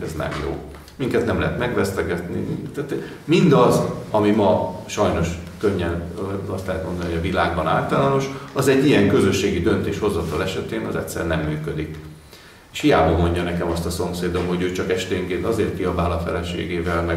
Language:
Hungarian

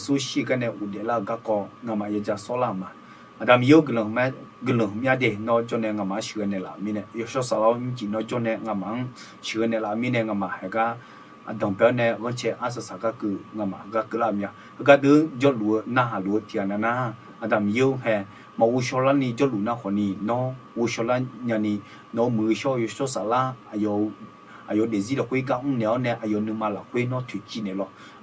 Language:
Akha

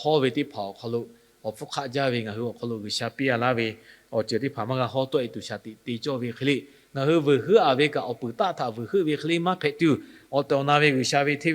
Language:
Lahu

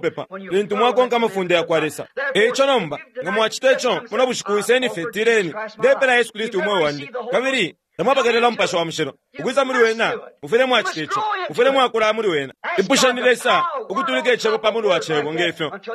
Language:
Bemba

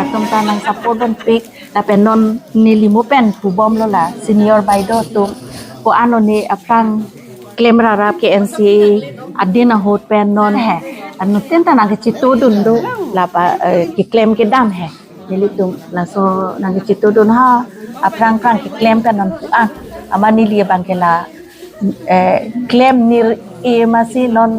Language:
Karbi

